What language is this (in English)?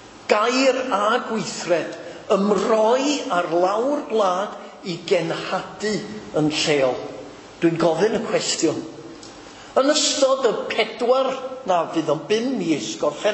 Welsh